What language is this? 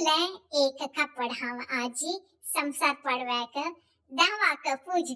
Konkani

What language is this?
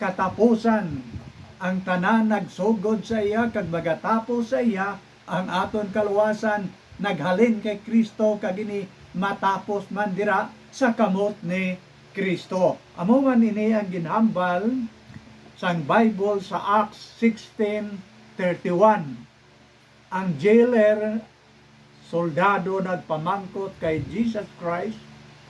Hiligaynon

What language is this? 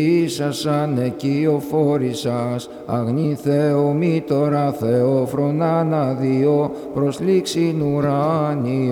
Greek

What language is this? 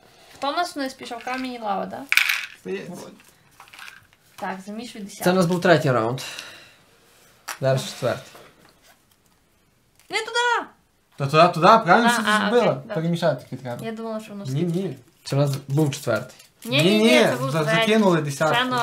Ukrainian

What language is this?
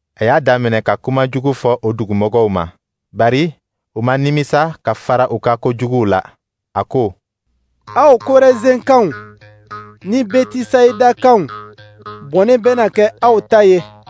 Dyula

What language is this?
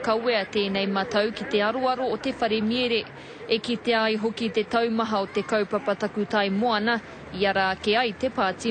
Māori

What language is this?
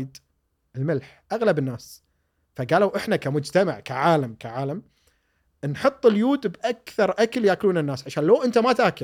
Gulf Arabic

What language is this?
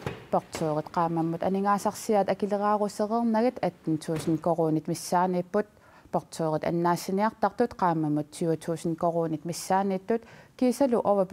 Kalaallisut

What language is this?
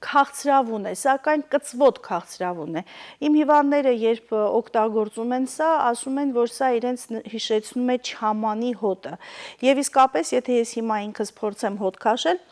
Western Armenian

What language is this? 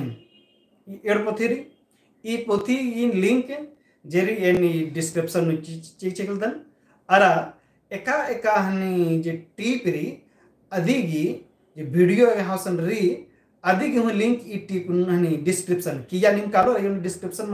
Kurukh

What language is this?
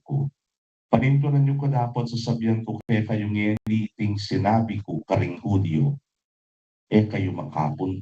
Pampanga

